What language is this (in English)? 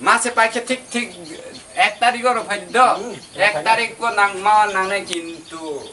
Kok Borok